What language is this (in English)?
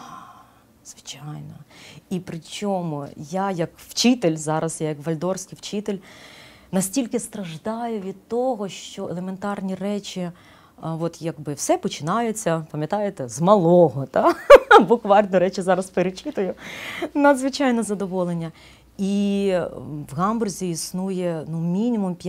Ukrainian